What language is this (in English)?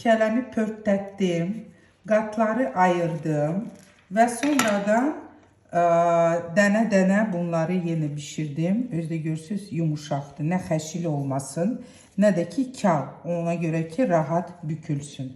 Azerbaijani